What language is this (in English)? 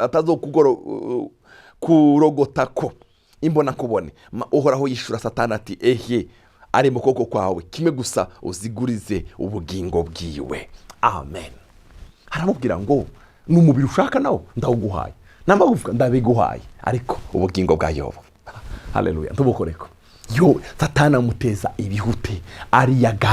Rundi